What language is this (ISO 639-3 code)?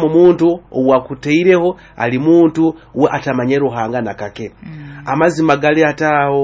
nyo